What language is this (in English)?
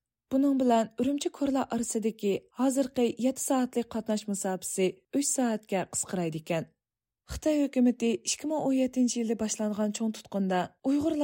Uyghur